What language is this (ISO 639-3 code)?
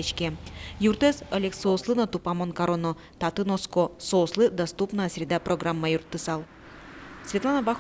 udm